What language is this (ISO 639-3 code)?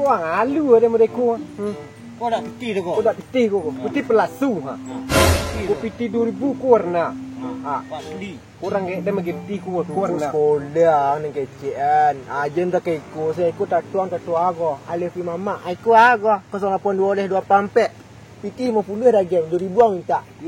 min